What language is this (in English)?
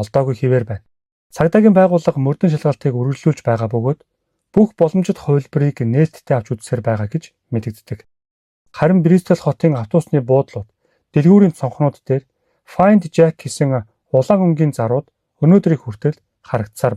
Mongolian